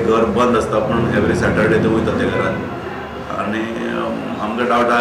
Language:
Konkani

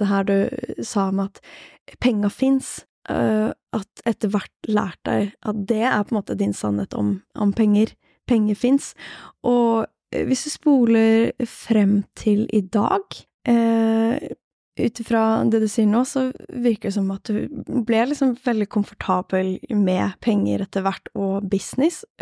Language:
Norwegian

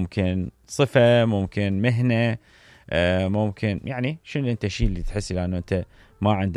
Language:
Mesopotamian Arabic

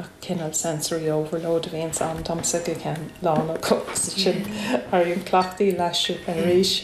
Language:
Irish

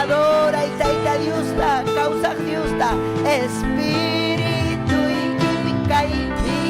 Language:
Ayacucho Quechua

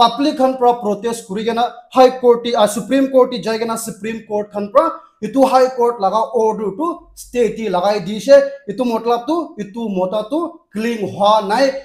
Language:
Naga Pidgin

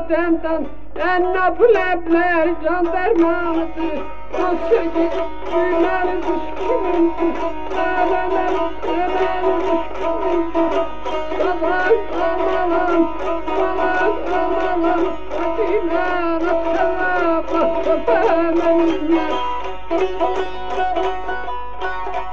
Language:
Turkish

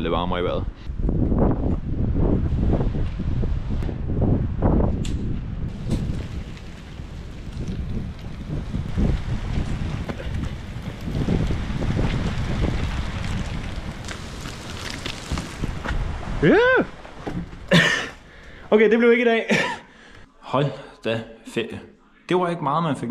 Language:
Danish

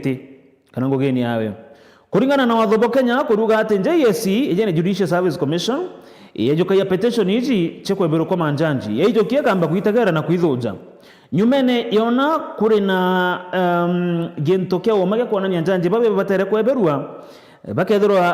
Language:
Meru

